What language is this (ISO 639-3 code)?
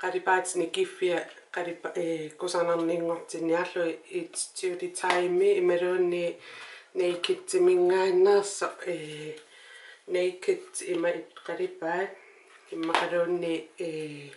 kal